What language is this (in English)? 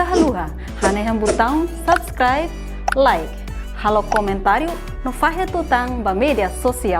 Tetum